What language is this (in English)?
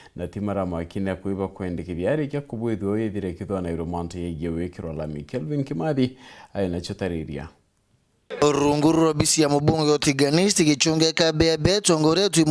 Meru